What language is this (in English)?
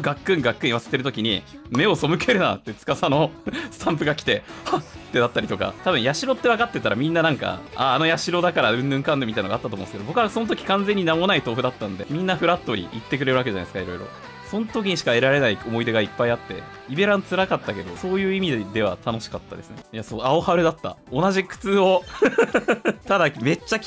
Japanese